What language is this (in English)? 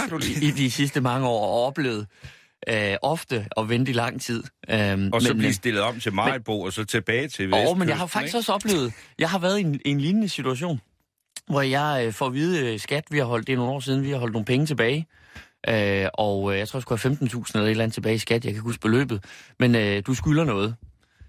Danish